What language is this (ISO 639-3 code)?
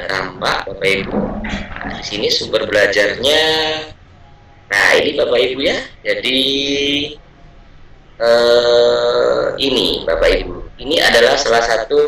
ind